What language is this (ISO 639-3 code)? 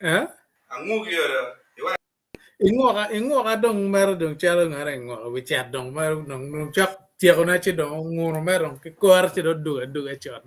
ach